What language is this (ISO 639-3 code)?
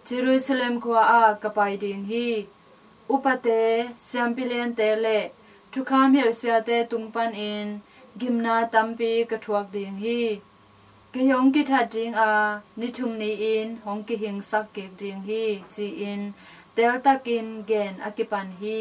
ctd